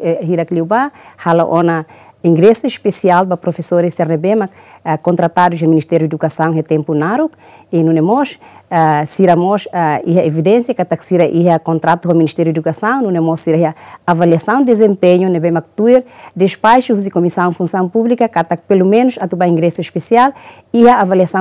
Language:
Tetum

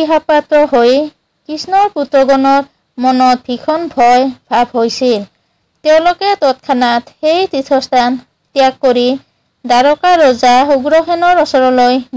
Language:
Assamese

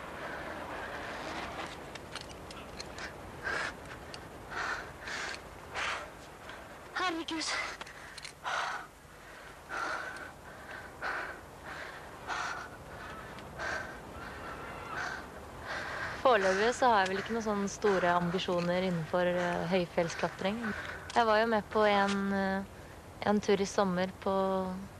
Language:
Norwegian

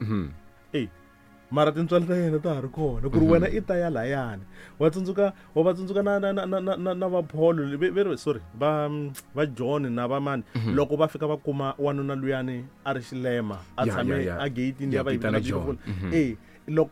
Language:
Tsonga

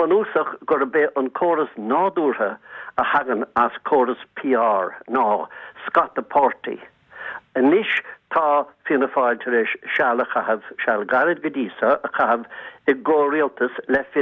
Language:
Irish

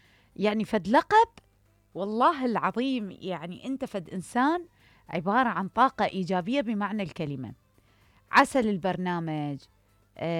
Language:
Mesopotamian Arabic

